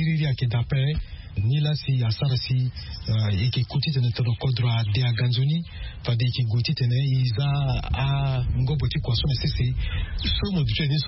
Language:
Sango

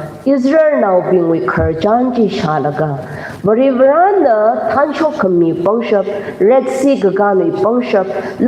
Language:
Tangkhul Naga (India)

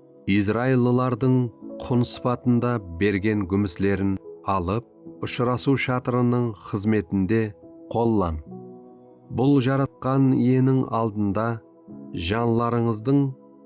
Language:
Kara-Kalpak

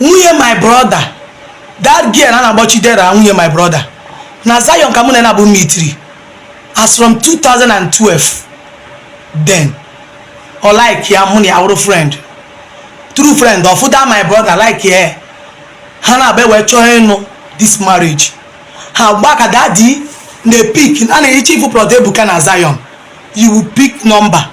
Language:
Igbo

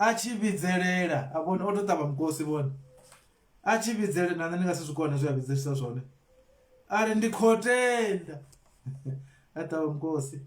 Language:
Venda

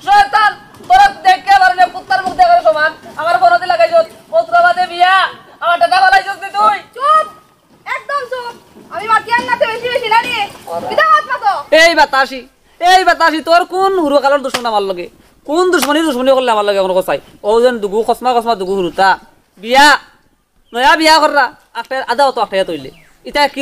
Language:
Sylheti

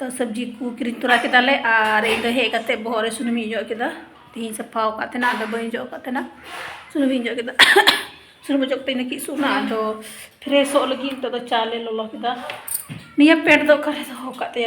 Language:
Santali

